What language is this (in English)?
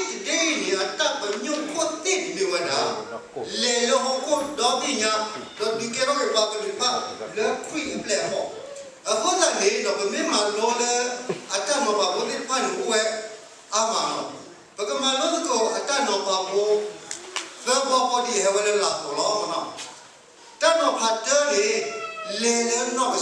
S'gaw Karen